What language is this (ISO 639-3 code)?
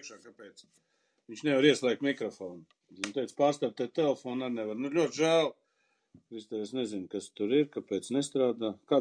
lav